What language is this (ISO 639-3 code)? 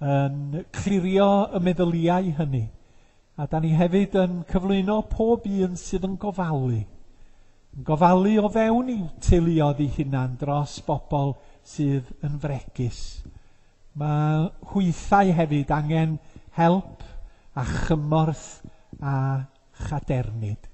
cym